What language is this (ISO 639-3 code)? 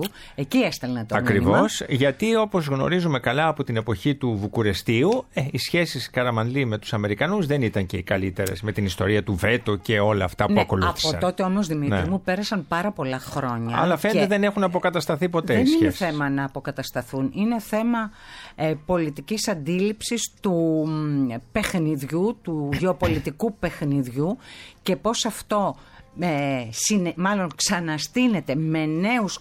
ell